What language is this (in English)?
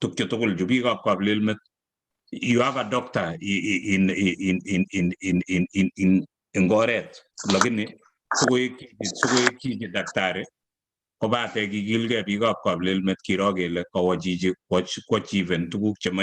Kalenjin